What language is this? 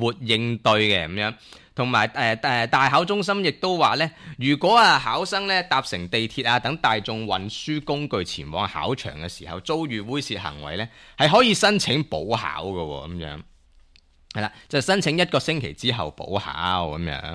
Cantonese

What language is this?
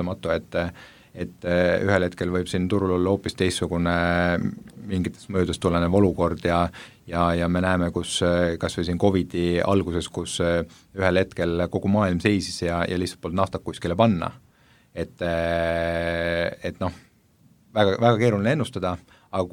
Estonian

